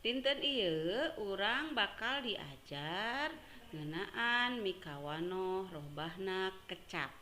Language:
Sundanese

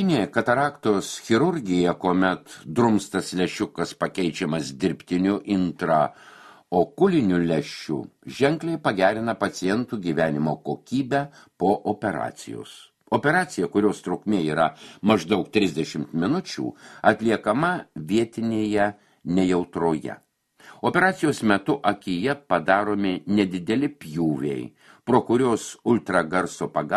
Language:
Lithuanian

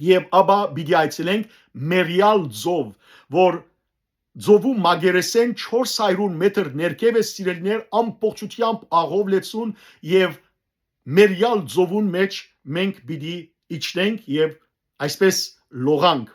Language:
Western Armenian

